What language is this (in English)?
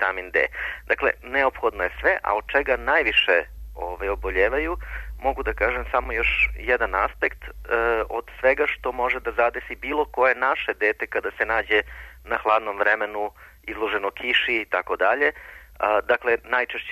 Serbian